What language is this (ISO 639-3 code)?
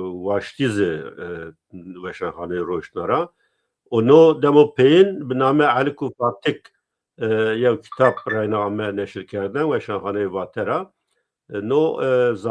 zza